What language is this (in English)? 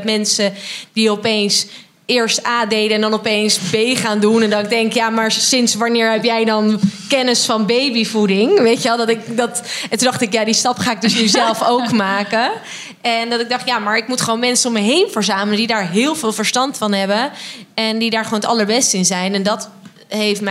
Dutch